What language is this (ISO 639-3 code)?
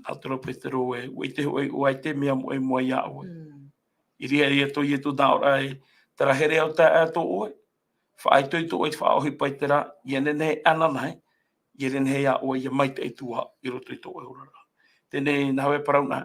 tah